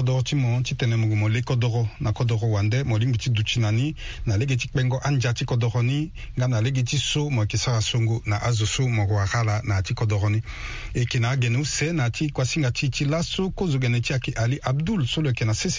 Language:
Sango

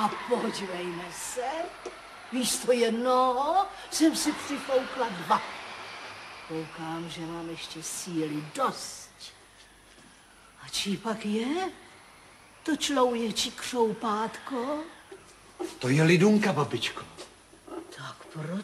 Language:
Czech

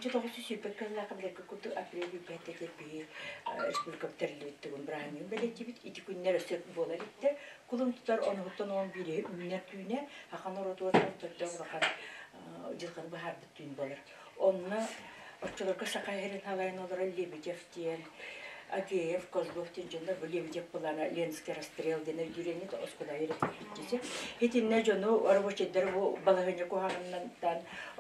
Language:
Yakut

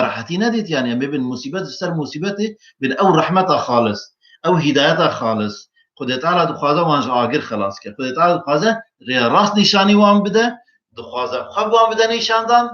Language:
Kurdish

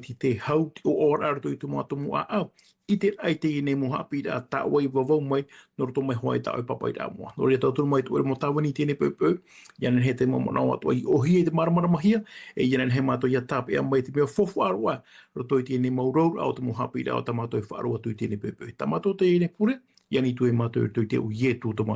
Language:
Tahitian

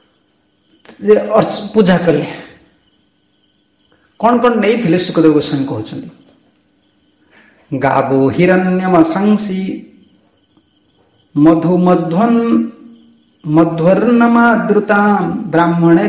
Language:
Odia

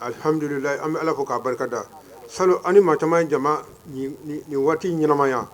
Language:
Bambara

